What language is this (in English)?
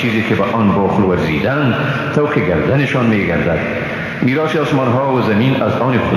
Persian